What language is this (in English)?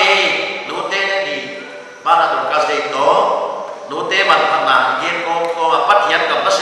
Paite Chin